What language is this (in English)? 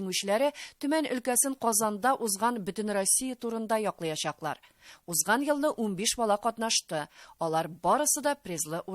Tatar